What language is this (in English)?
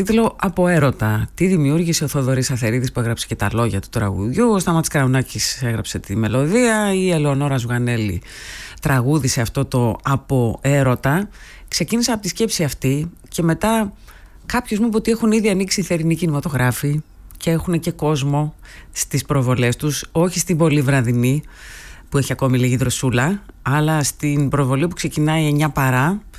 Greek